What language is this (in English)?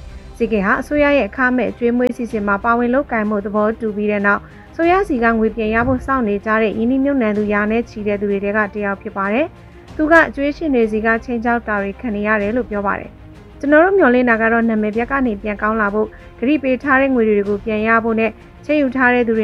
Burmese